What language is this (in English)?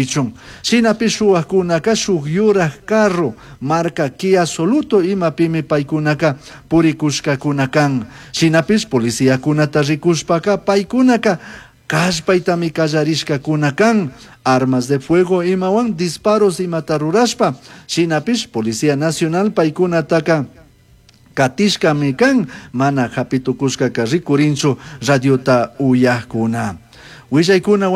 Chimborazo Highland Quichua